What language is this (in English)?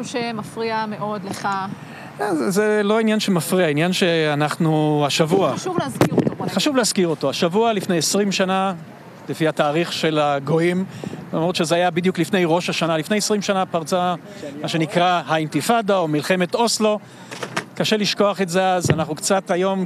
Hebrew